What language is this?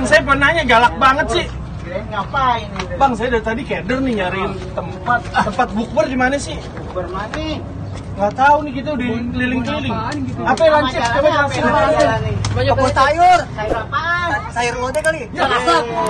Betawi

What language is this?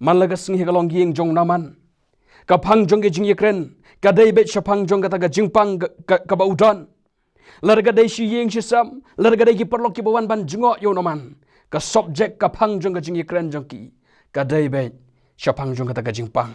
Khasi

